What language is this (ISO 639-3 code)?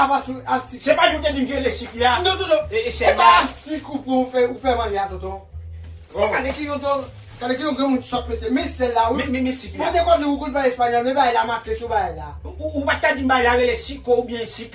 hat